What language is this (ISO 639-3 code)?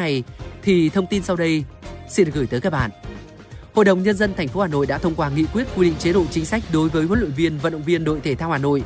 vie